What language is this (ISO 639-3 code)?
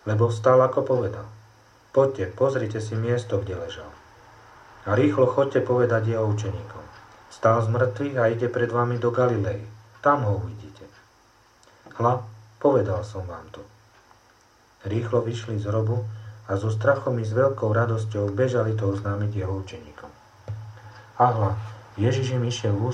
slk